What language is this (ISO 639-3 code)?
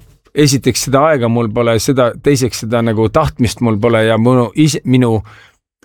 est